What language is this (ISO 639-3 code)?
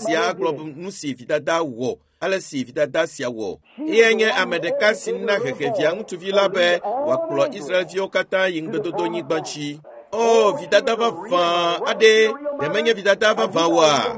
ewe